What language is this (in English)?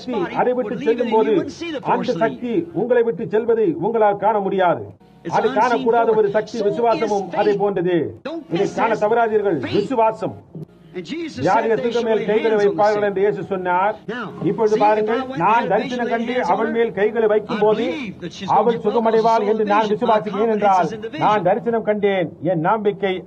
Tamil